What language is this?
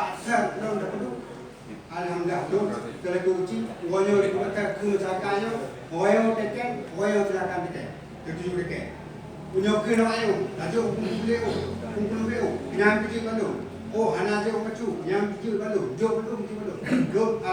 Achinese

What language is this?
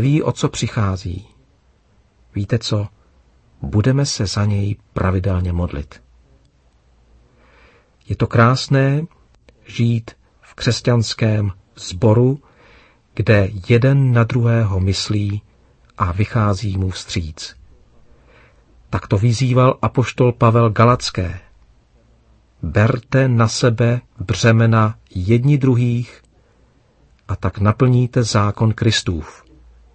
Czech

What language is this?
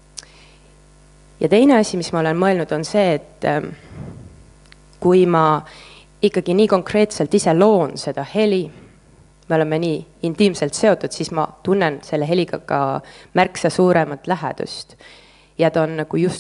Estonian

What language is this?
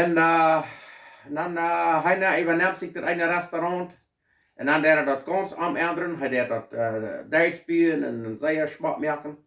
Plautdietsch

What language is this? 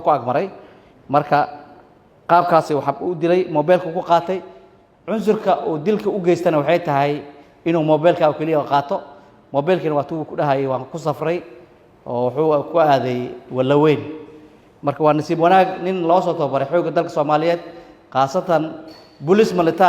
Somali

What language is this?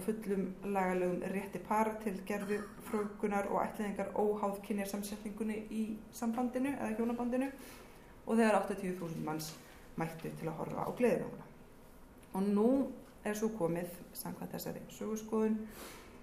Icelandic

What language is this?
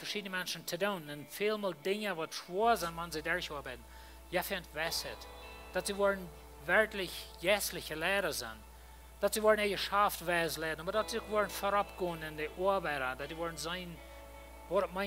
Plautdietsch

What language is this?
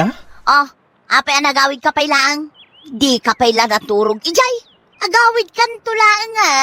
Iloko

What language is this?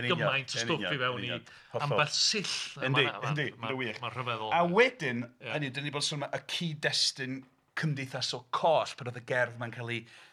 Welsh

